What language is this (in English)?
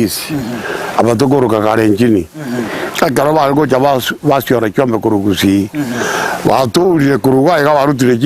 Gusii